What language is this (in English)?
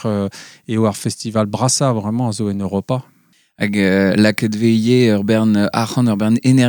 Breton